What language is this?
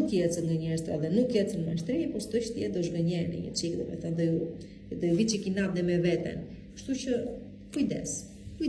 Albanian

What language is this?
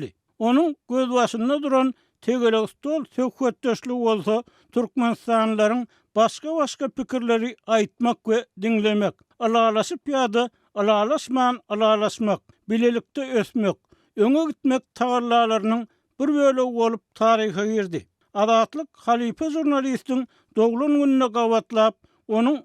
Turkmen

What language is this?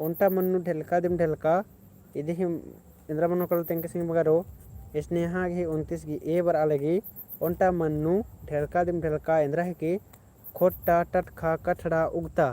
Kurukh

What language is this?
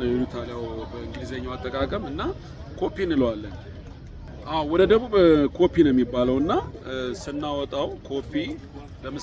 Amharic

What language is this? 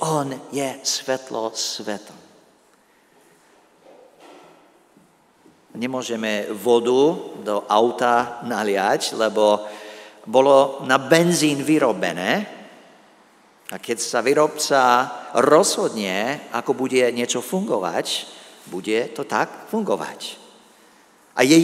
Slovak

